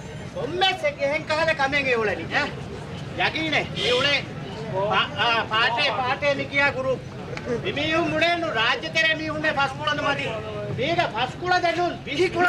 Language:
Divehi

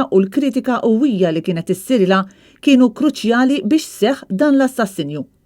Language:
Maltese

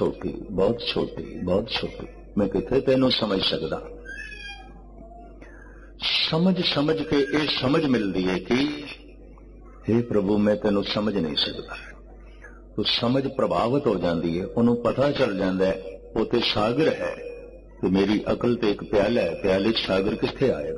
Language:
Punjabi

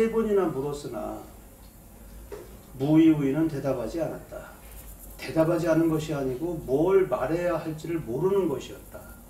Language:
Korean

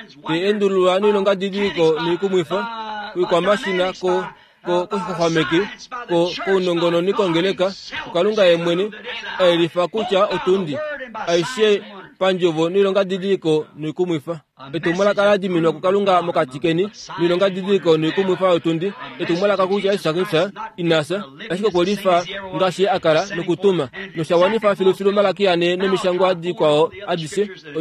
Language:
Kuanyama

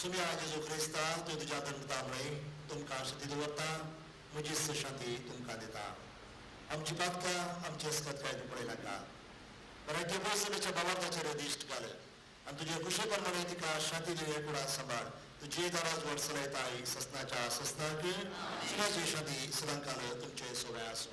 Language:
Konkani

